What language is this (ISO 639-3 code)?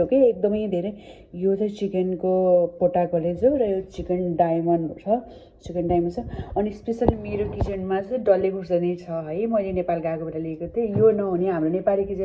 nep